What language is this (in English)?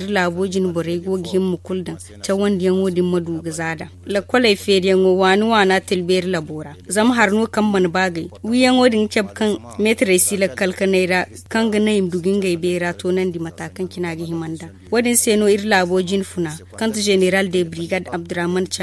Zarma